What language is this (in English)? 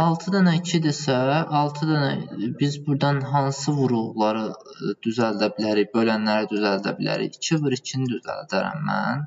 Azerbaijani